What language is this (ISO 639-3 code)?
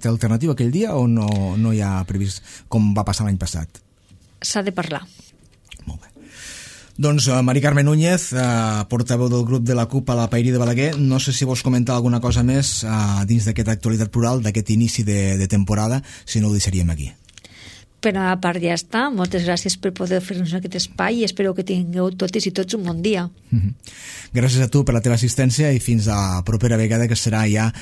cat